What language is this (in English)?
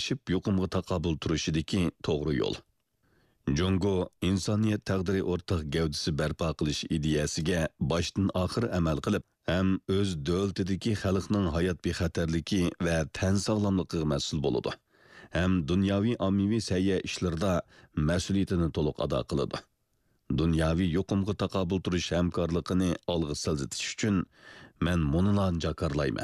Uyghur